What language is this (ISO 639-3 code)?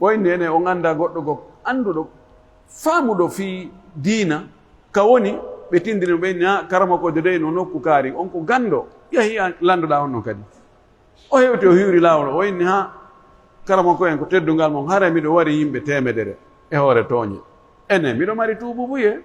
fuf